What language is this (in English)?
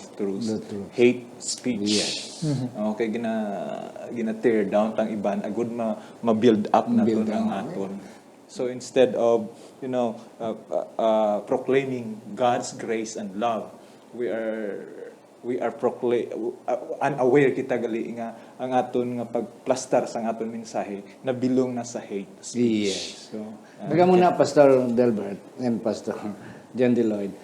Hiligaynon